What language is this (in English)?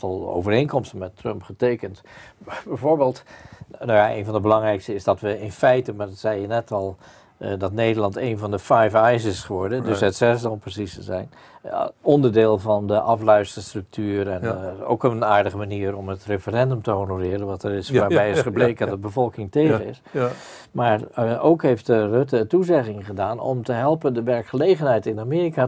Dutch